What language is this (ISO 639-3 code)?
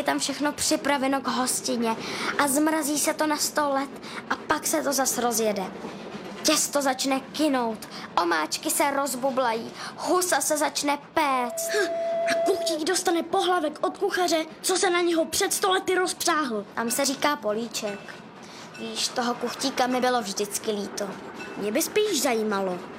ces